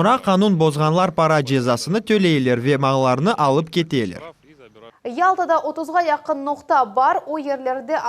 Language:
Crimean Tatar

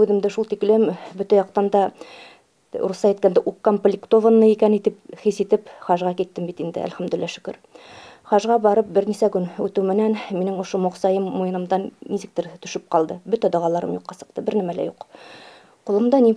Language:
Bashkir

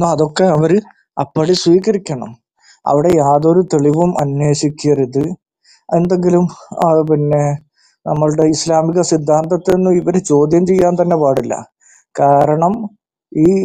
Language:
Malayalam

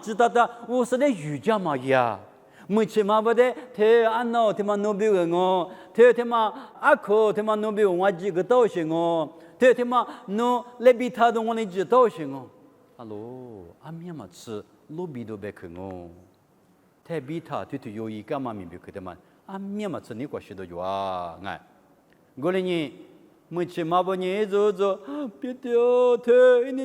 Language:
Lisu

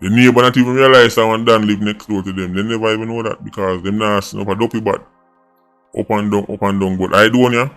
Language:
Jamaican Creole English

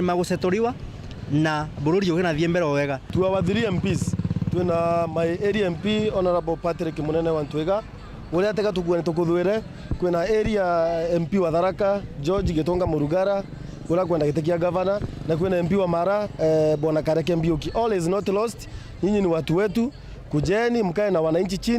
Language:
Meru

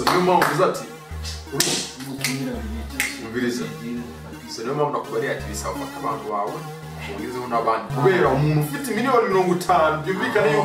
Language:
Kinyarwanda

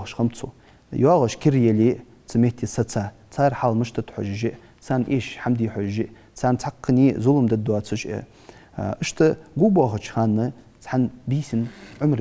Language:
Ingush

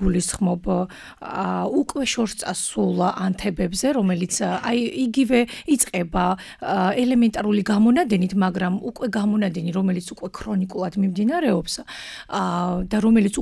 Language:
Georgian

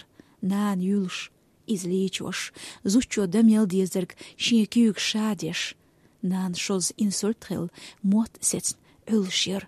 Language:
Chechen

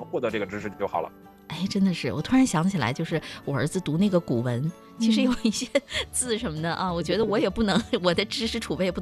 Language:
Chinese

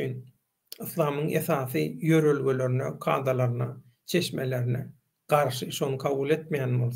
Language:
Turkmen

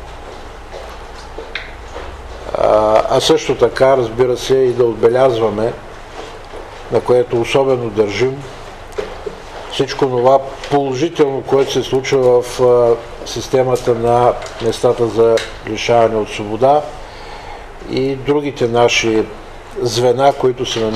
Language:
Bulgarian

